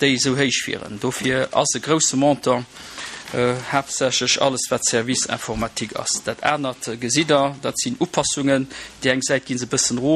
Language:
Luxembourgish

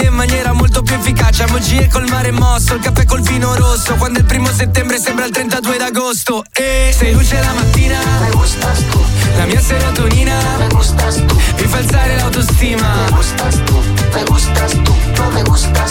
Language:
Italian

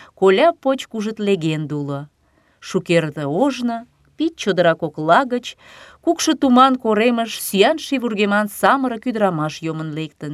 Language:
Mari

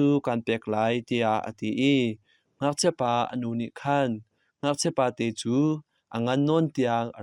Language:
Hakha Chin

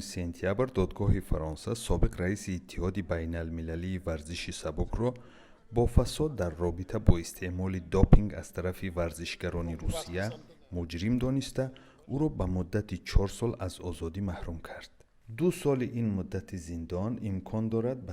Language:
Tajik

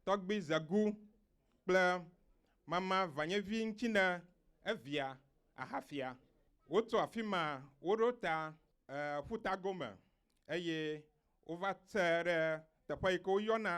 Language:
Ewe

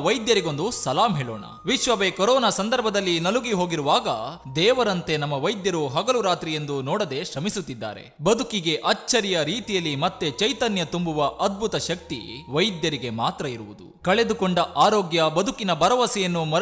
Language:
Kannada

